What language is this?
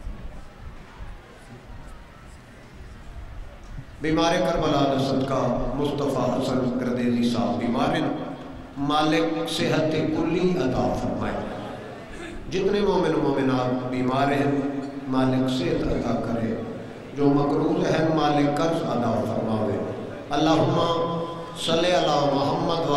Urdu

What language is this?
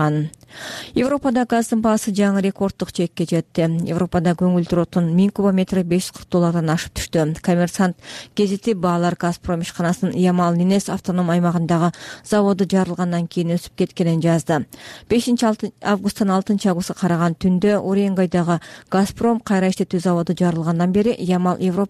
Kyrgyz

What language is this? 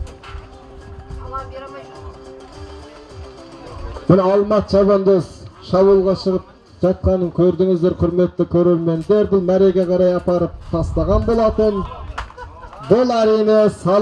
Kazakh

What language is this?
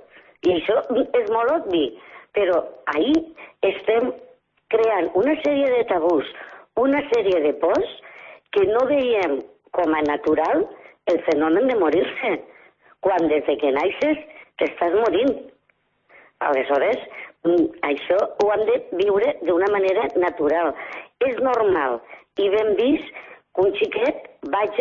Catalan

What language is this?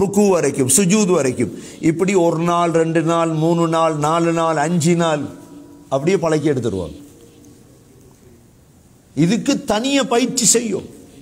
Tamil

